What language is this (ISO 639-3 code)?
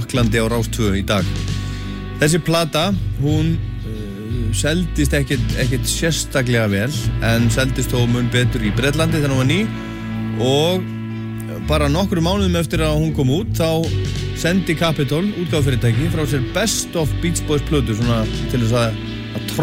isl